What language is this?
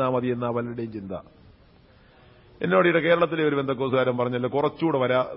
Malayalam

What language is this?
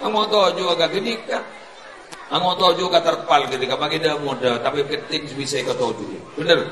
Madurese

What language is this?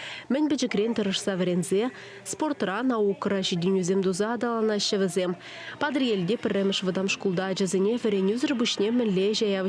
Chuvash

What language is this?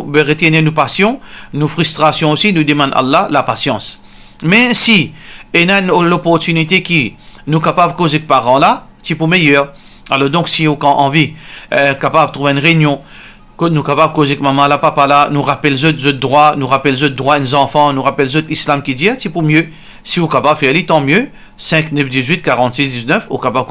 Morisyen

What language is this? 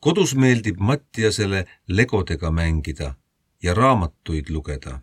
Estonian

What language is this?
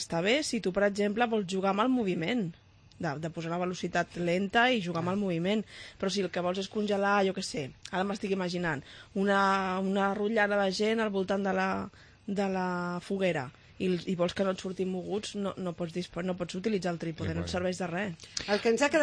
Catalan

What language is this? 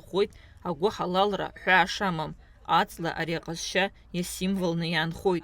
Abkhazian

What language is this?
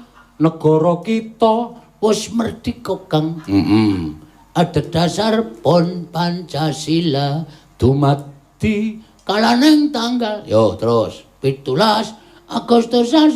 Javanese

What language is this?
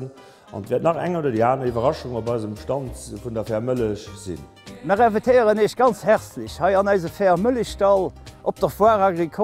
Luxembourgish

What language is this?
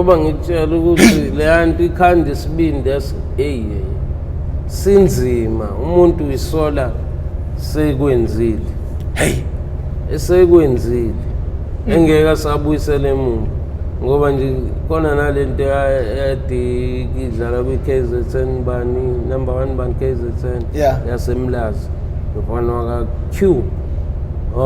Zulu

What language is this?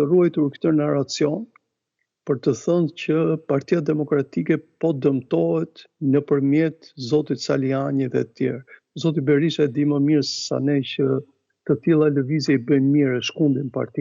Albanian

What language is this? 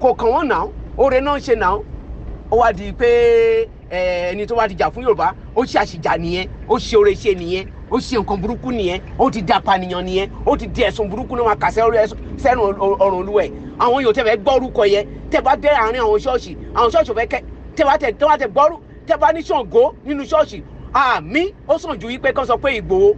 Yoruba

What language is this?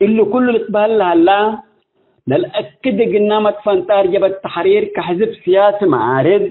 Tigre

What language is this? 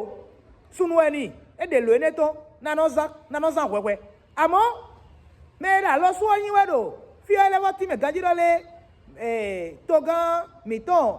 Fon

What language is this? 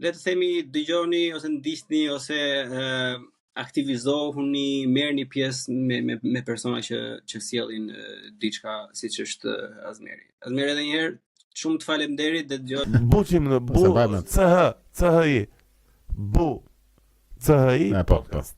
Albanian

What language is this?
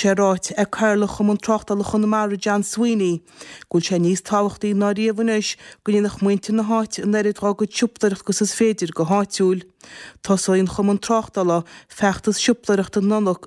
Irish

